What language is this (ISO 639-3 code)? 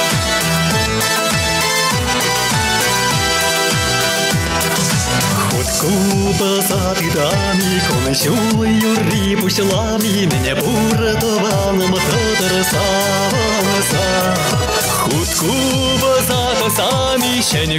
chv